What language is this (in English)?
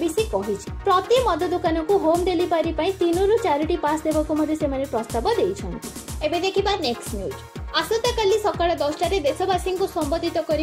Odia